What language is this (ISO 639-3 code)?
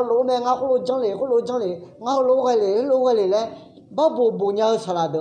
ahk